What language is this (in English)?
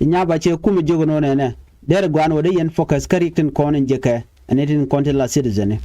Nuer